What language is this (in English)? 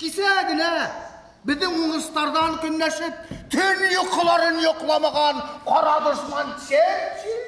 Bashkir